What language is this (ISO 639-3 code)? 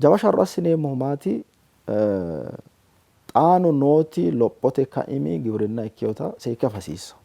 sid